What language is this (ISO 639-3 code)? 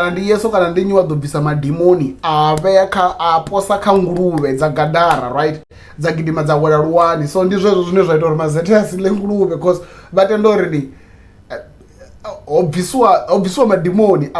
ven